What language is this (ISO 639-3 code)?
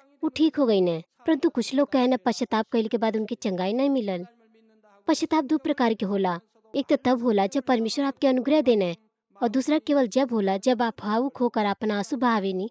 bho